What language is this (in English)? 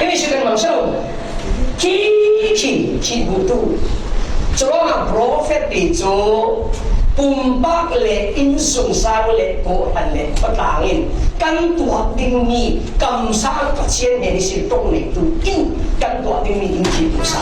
Falam Chin